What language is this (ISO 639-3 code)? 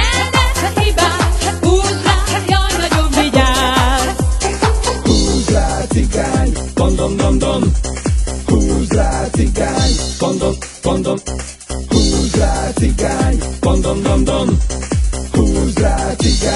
hun